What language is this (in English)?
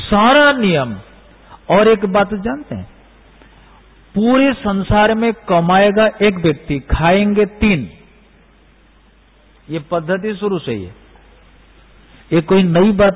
Hindi